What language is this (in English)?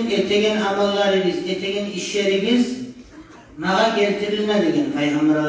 Kumyk